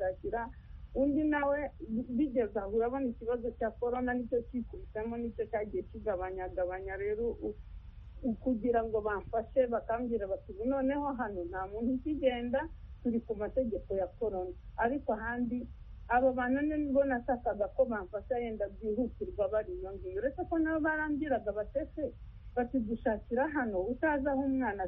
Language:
Kinyarwanda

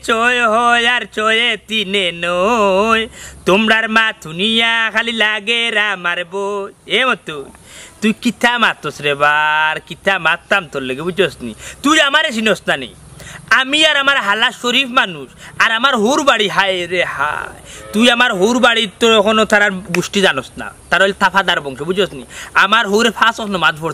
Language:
Sylheti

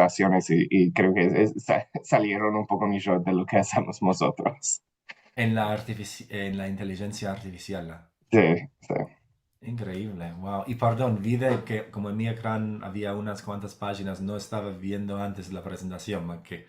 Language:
Ladino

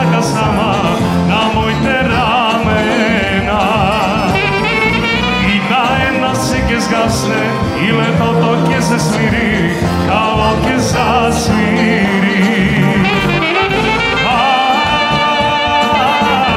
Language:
Macedonian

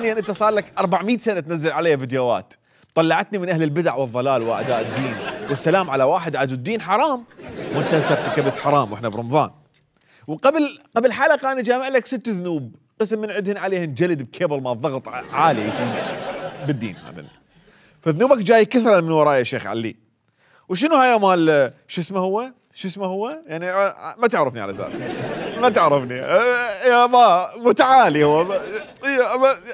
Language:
Mesopotamian Arabic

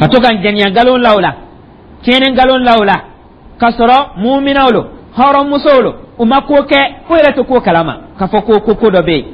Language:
Dyula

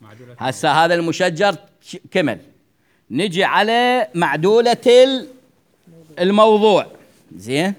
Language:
Mesopotamian Arabic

